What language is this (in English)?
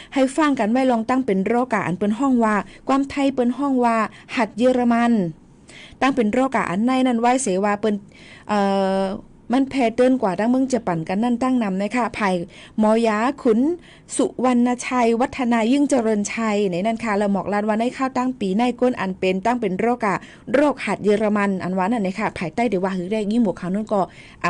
Shan